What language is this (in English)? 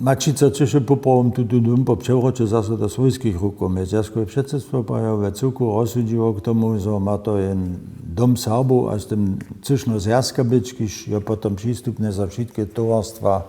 Upper Sorbian